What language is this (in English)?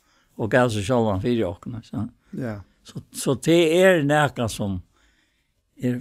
Faroese